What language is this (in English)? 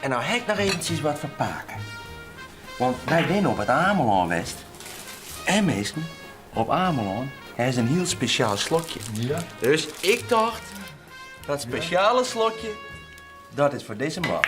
Western Frisian